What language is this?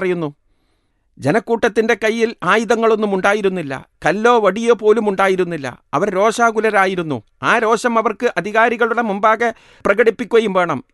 Malayalam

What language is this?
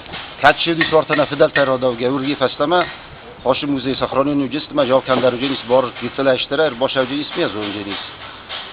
Ossetic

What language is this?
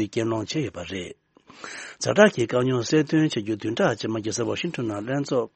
Tibetan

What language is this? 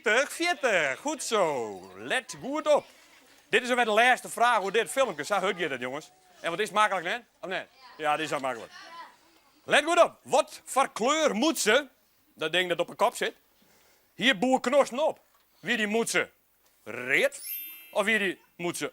Western Frisian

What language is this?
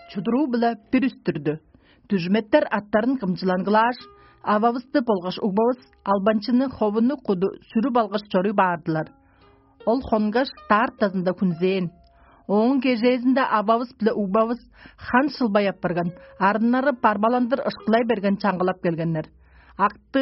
Tuvinian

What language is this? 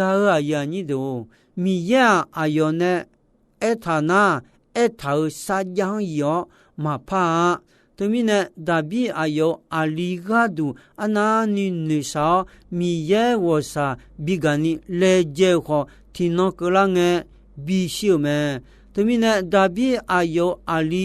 Akha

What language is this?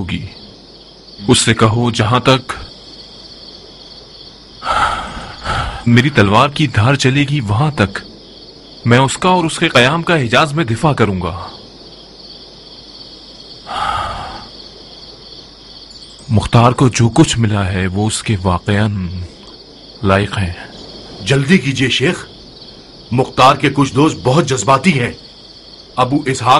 Urdu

